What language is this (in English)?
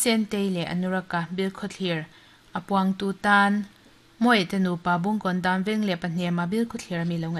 Mizo